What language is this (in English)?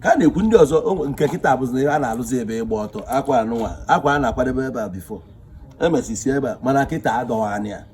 Igbo